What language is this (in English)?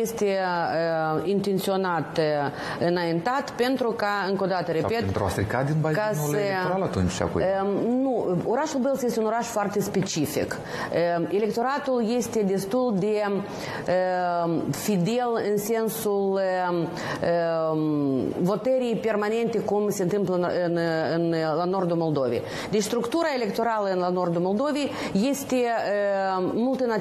Romanian